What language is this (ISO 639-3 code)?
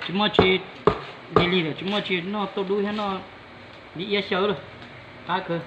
hmn